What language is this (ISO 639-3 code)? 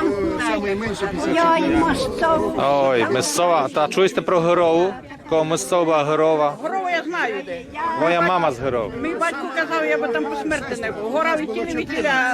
rue